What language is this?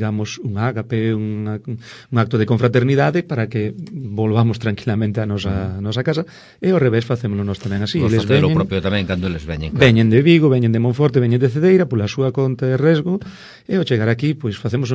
Galician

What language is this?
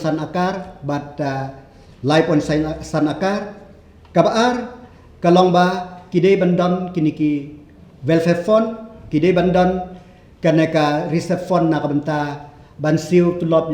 Khasi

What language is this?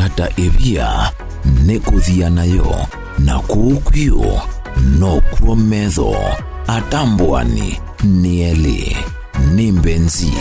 Kamba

